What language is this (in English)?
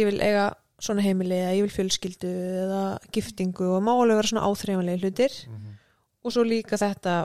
Icelandic